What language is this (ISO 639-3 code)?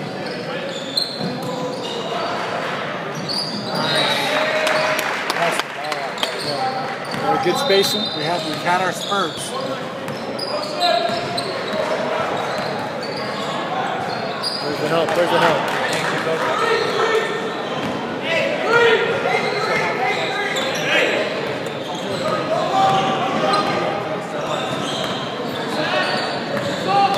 eng